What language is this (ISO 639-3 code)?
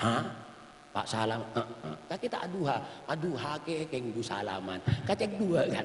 mad